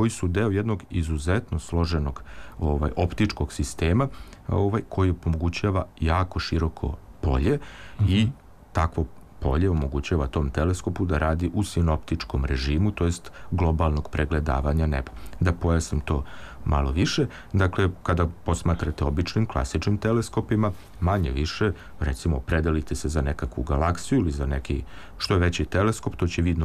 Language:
Serbian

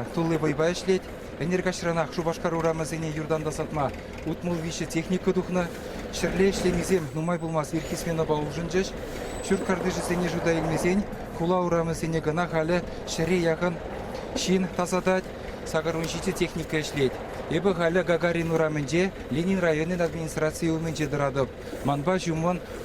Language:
Chuvash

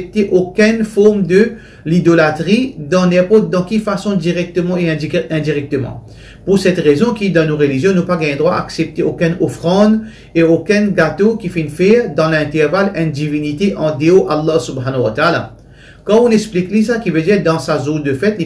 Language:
Morisyen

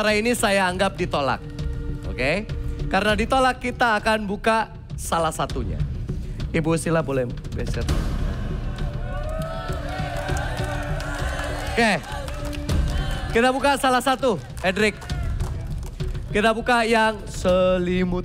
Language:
Indonesian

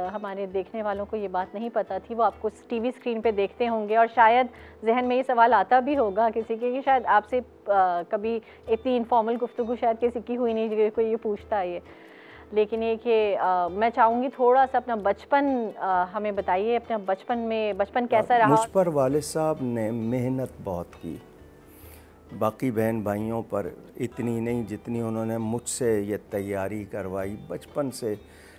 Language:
Urdu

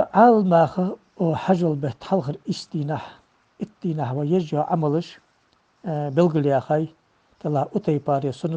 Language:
Ingush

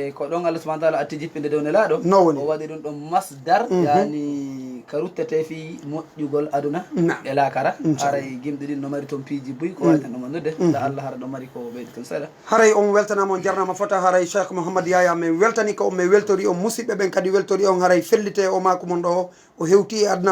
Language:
Fula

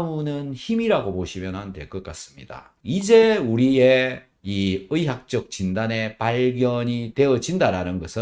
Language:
Korean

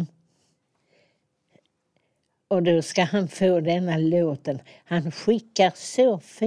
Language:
Swedish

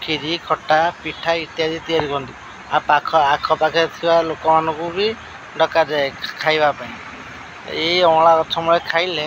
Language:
Odia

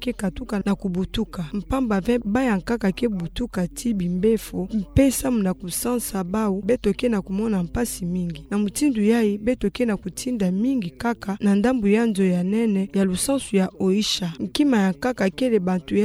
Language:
Kituba (Democratic Republic of Congo)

